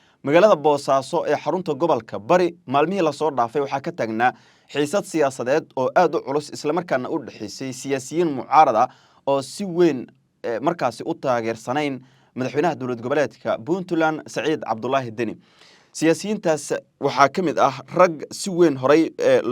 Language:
Somali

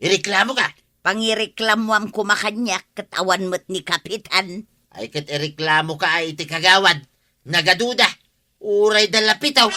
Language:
Iloko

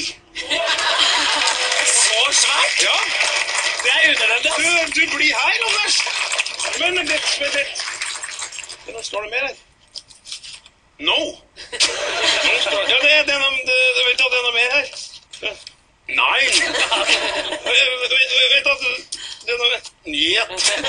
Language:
Norwegian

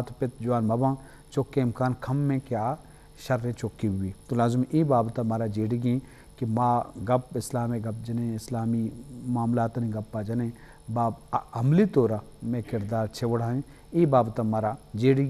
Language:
Eastern Balochi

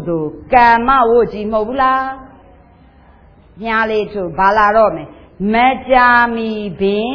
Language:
Burmese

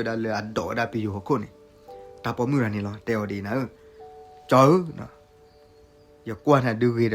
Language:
S'gaw Karen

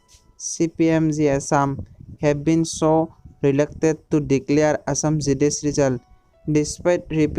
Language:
Assamese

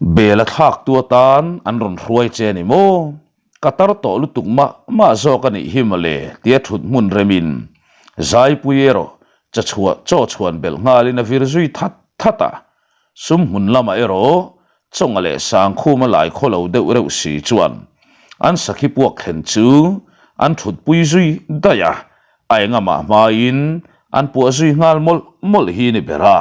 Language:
Mizo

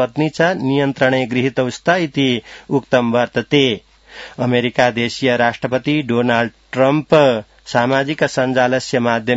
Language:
Sanskrit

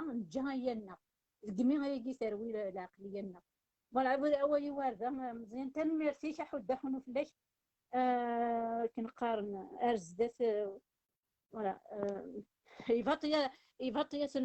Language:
Kabyle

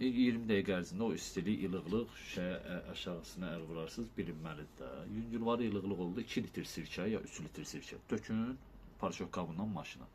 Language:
Azerbaijani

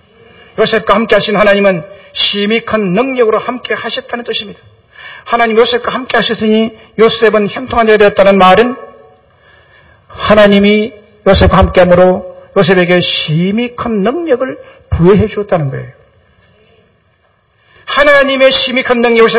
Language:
Korean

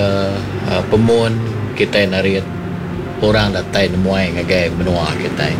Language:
Iban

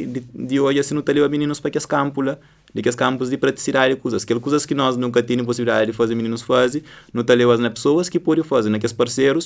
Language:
Kabuverdianu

